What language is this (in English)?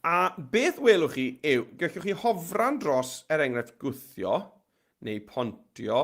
Welsh